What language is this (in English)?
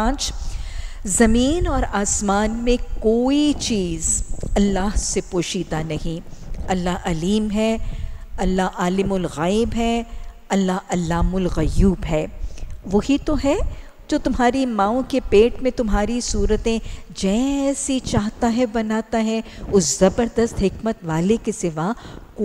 Urdu